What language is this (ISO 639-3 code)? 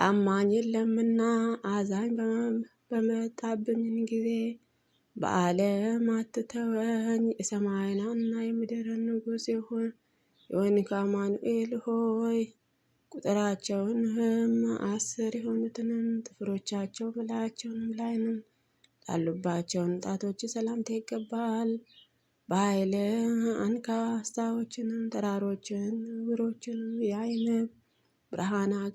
amh